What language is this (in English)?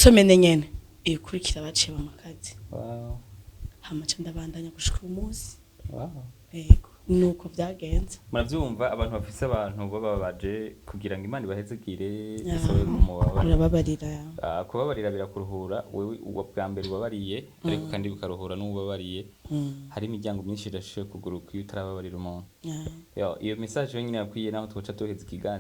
Rundi